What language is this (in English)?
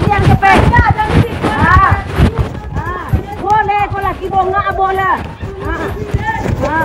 Minangkabau